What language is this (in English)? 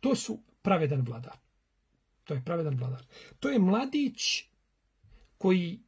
Bosnian